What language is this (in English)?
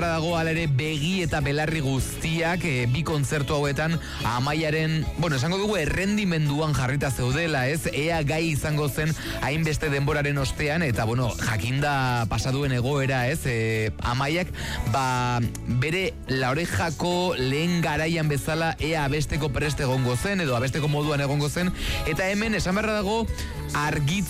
Basque